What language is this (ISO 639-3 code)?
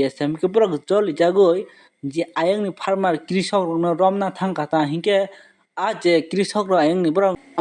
trp